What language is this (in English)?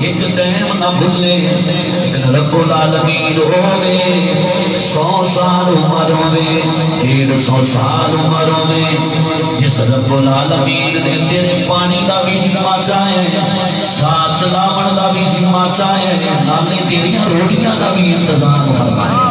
Saraiki